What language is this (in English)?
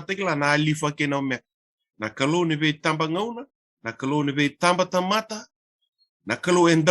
Fijian